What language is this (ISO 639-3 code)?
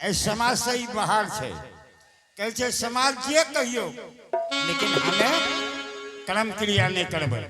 anp